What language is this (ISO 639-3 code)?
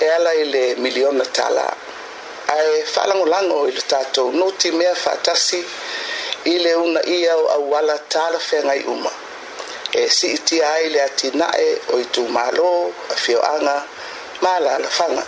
smo